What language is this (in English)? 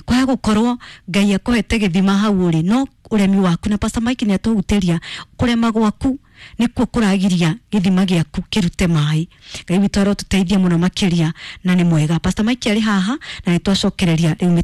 Kikuyu